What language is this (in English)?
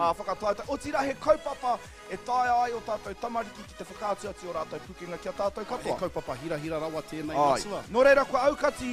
Māori